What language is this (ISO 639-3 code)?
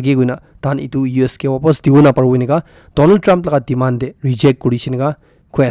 nag